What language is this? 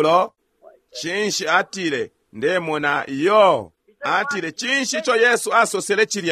Bemba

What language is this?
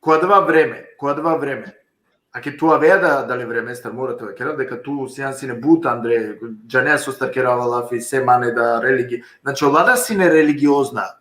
Balkan Romani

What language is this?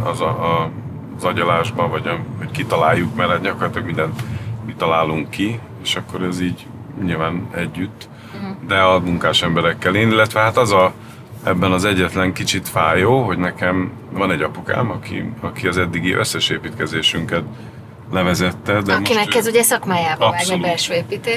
Hungarian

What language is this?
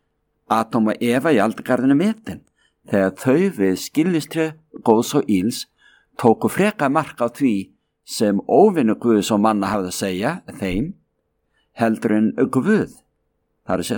Icelandic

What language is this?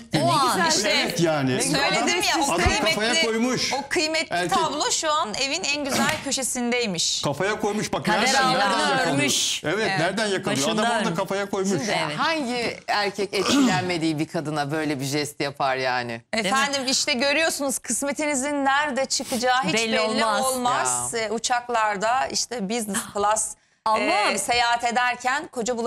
Turkish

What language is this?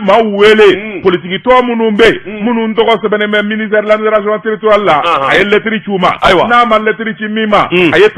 Bambara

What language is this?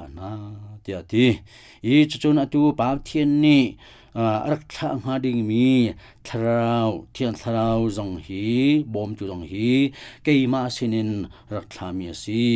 Hakha Chin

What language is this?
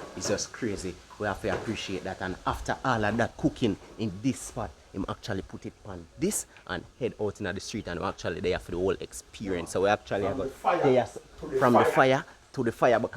Jamaican Creole English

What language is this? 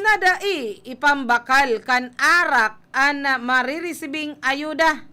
Bikol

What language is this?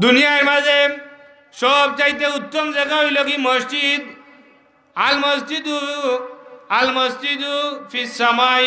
Sylheti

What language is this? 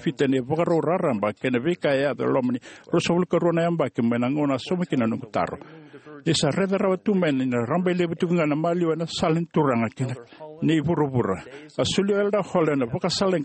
Fijian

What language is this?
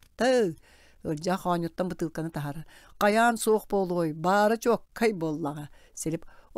Yakut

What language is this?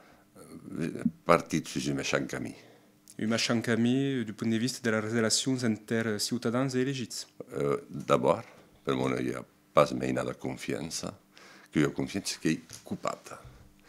Occitan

